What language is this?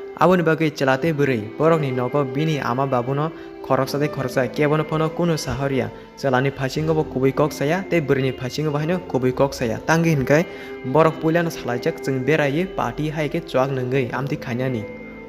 Kok Borok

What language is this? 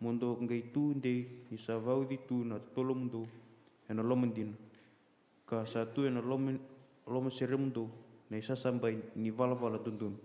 Fijian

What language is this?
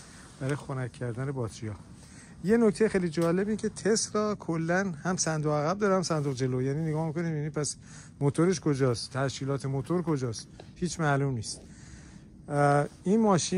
Persian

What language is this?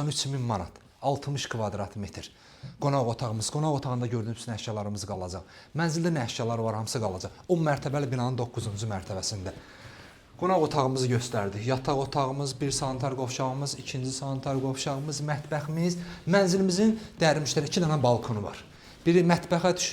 Azerbaijani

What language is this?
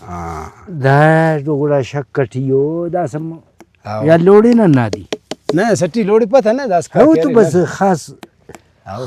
Brahui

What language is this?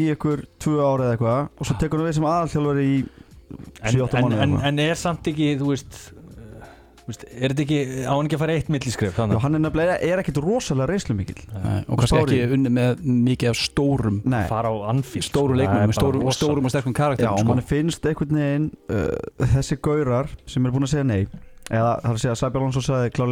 Icelandic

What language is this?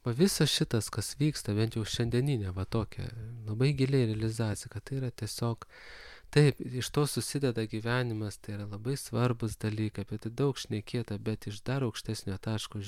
Lithuanian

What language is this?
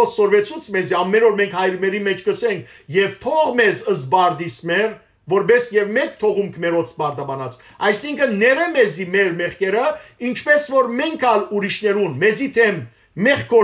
Western Armenian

